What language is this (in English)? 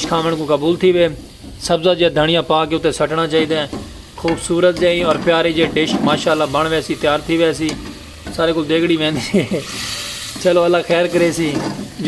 Saraiki